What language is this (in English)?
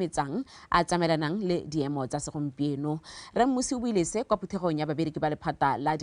Tswana